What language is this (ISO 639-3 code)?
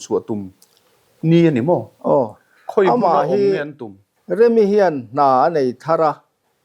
lus